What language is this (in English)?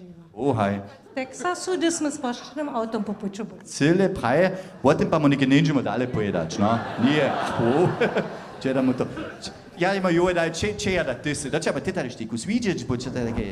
Upper Sorbian